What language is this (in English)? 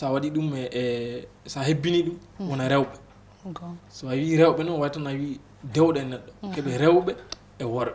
Fula